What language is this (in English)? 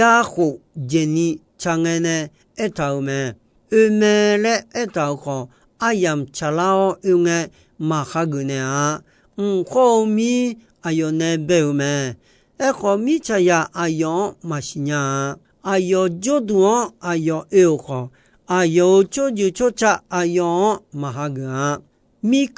Akha